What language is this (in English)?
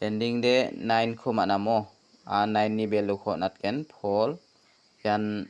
Garo